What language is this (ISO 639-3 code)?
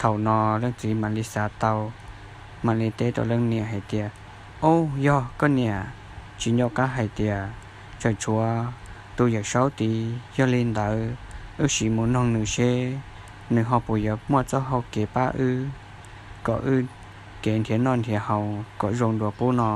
hmn